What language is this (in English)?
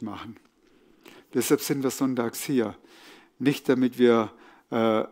Swiss German